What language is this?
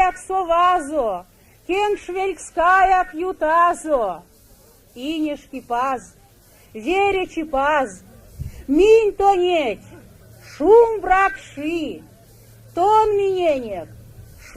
Erzya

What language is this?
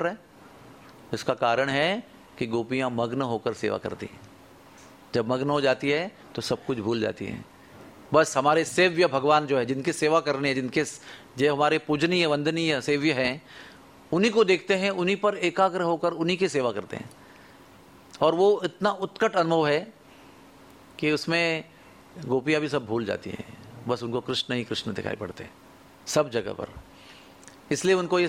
Hindi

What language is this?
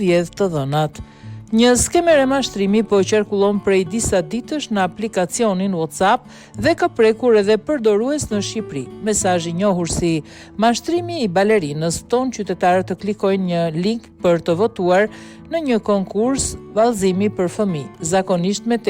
Albanian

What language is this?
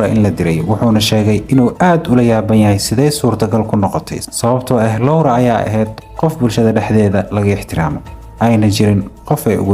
Somali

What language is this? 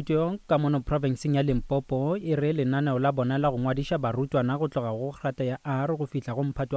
Northern Sotho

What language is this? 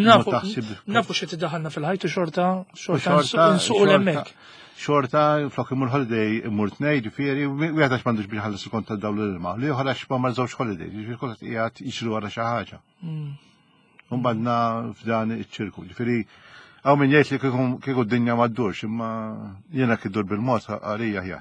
Maltese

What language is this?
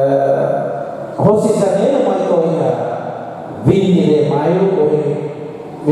Tetum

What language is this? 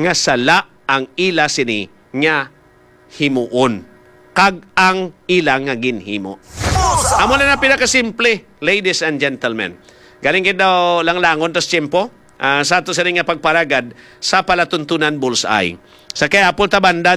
Hiligaynon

